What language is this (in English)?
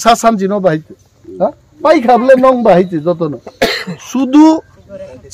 Kok Borok